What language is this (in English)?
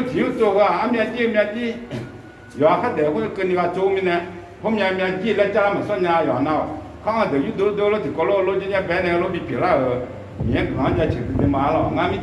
Akha